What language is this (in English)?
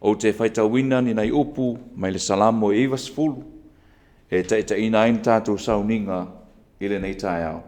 Samoan